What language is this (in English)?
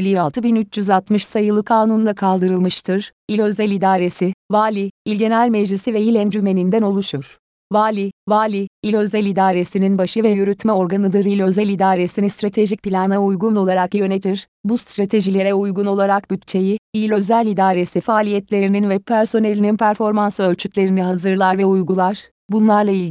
Turkish